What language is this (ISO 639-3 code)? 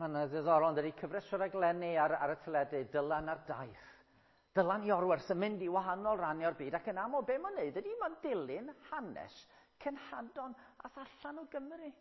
cym